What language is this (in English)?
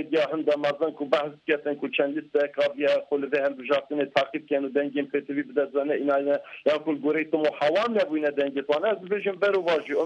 Kurdish